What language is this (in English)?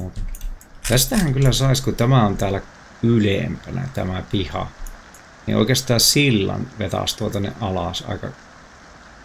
Finnish